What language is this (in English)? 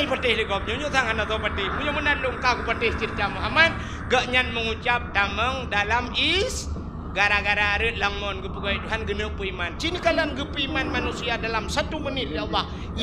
Achinese